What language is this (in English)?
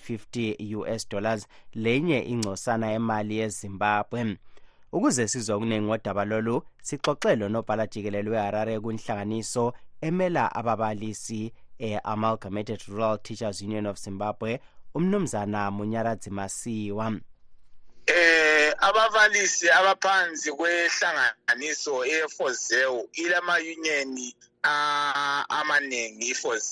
North Ndebele